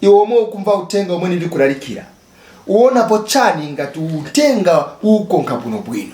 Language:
Nyanja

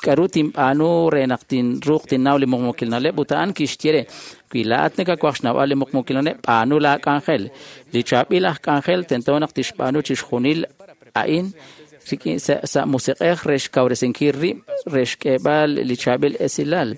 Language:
Kekchí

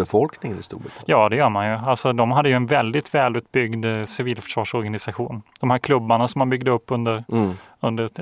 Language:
Swedish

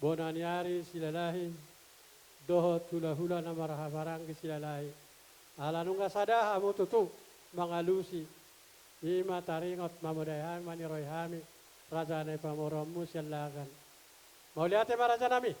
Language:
Batak Toba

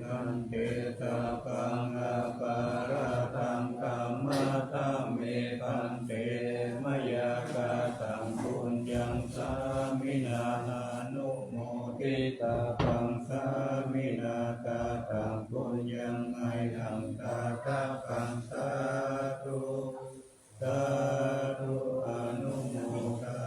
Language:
Pali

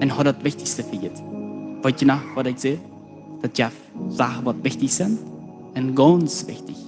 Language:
Plautdietsch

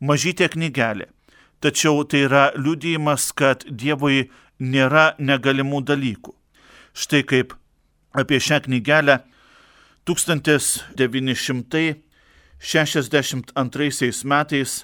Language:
Lithuanian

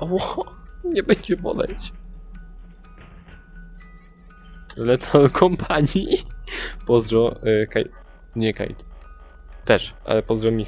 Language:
Polish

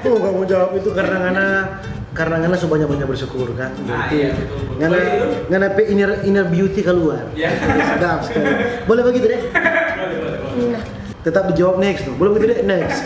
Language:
Manado Malay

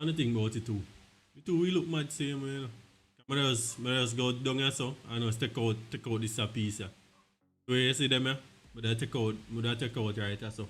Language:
Jamaican Creole English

